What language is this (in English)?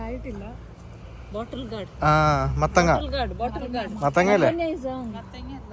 Malayalam